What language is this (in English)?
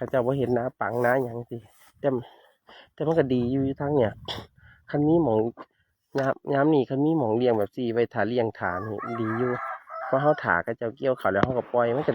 Northeastern Thai